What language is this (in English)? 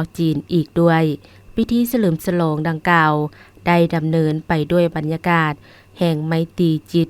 Lao